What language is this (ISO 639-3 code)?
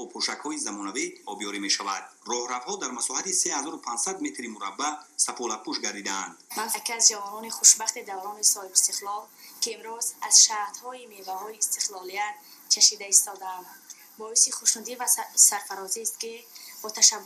tgk